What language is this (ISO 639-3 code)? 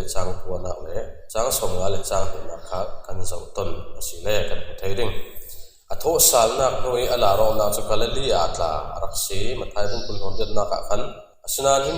cfm